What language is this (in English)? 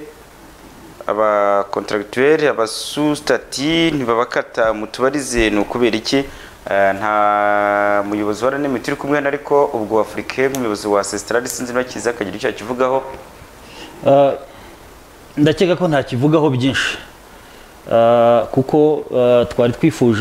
Kinyarwanda